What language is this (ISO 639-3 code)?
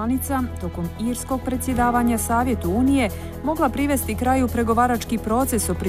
bos